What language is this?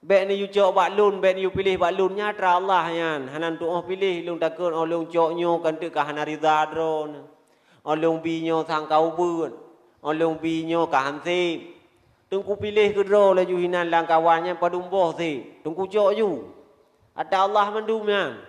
Achinese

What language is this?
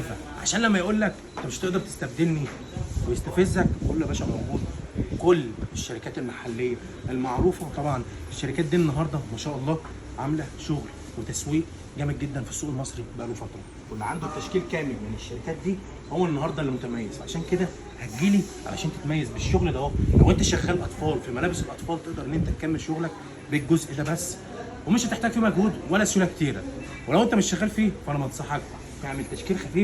Egyptian Arabic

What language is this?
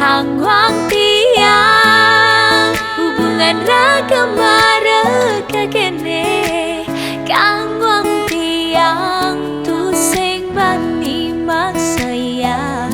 Balinese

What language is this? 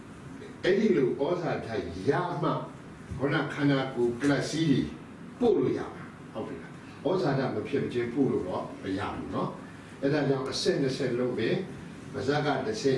Burmese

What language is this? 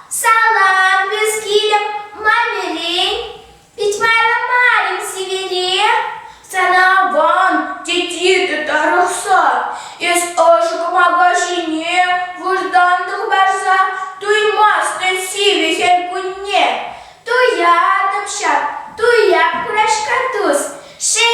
Chuvash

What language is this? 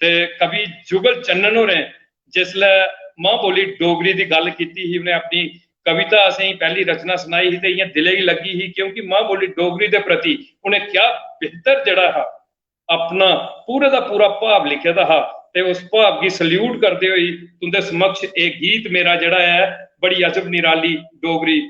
Dogri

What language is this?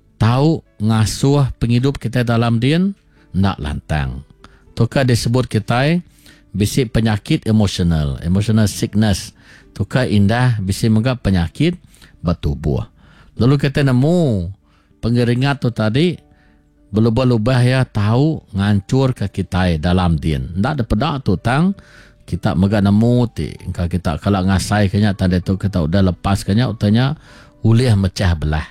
Iban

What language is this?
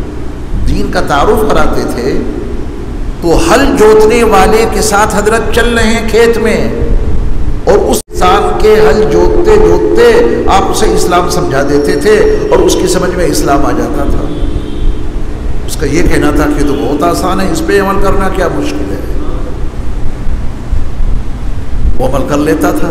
Urdu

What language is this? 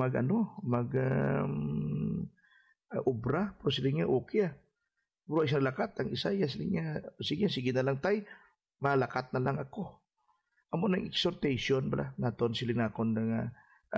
Hiligaynon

